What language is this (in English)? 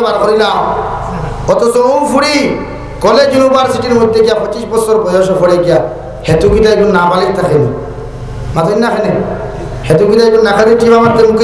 Sylheti